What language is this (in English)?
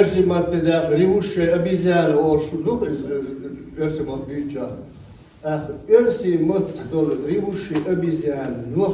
Chechen